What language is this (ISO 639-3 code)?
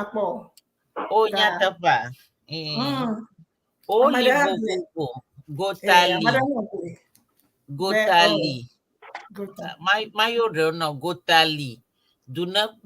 ewe